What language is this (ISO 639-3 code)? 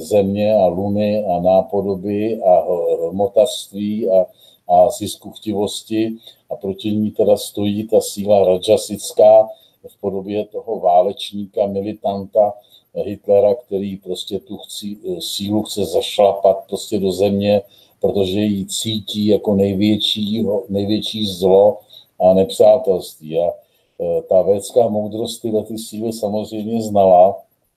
ces